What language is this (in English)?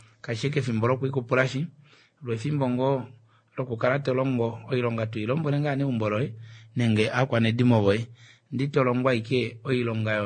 Kuanyama